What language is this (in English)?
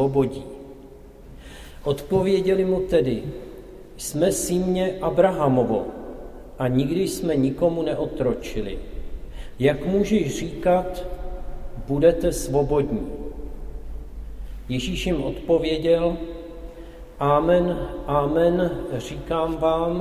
Czech